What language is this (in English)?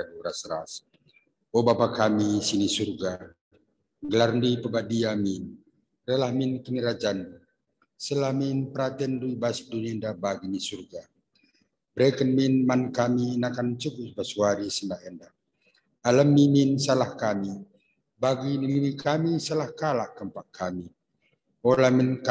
Batak Karo